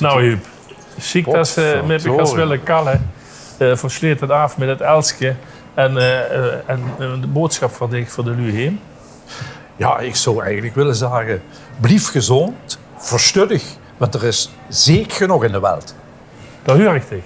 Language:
Limburgish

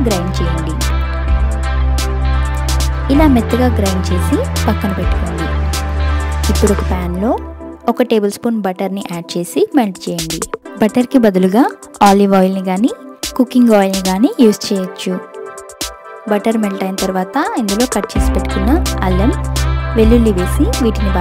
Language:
Telugu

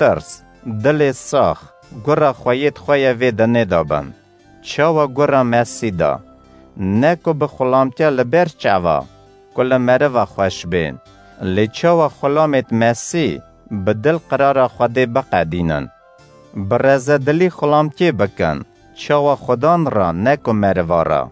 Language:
Kurdish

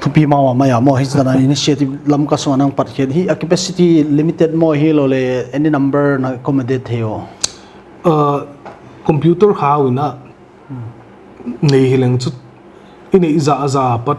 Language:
Paite Chin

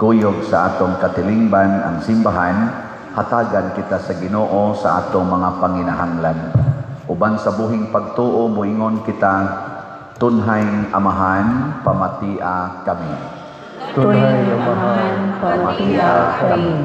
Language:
Cebuano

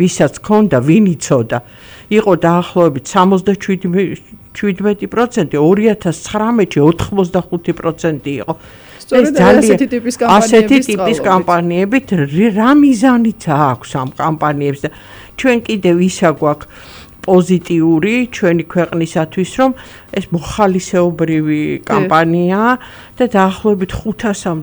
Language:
Georgian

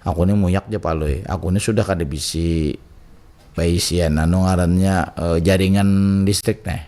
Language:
Banjar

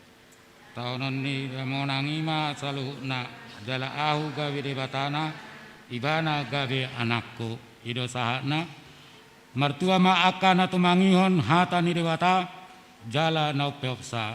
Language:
Batak Toba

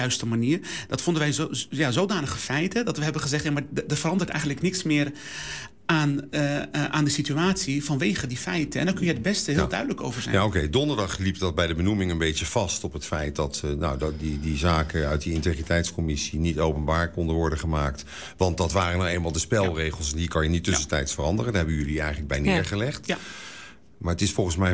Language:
Dutch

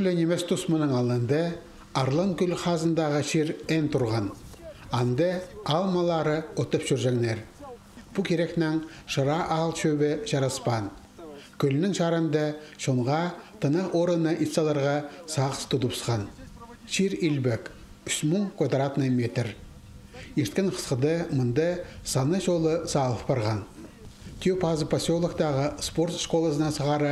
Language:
Khakas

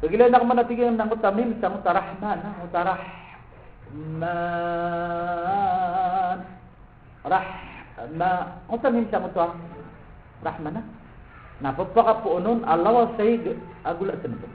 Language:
Maranao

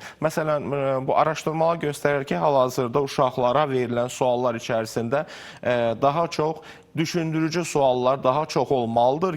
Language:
Azerbaijani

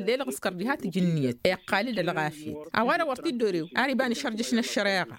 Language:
Tamasheq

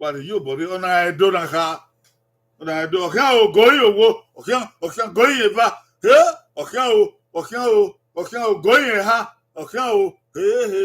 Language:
Bini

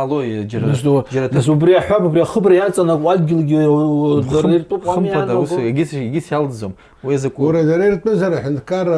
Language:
Abkhazian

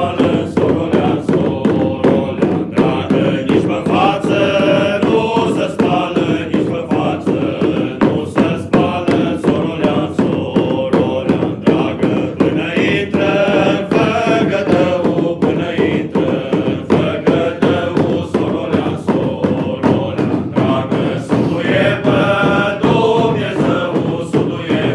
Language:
Romanian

